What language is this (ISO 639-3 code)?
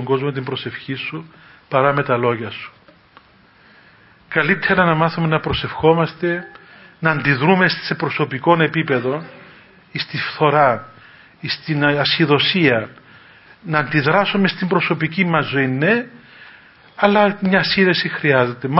ell